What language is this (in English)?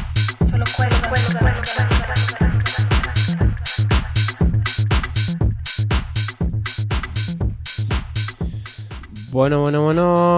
Basque